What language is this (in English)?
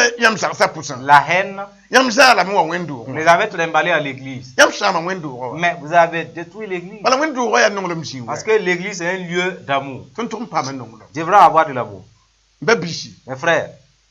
Mossi